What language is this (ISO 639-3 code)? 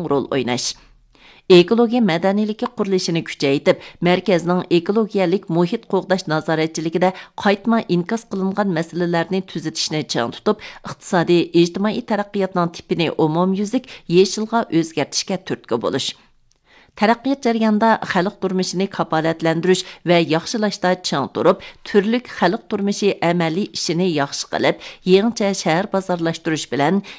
uig